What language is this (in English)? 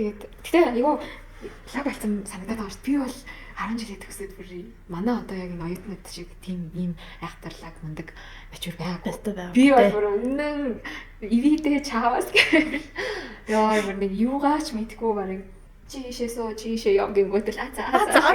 Mongolian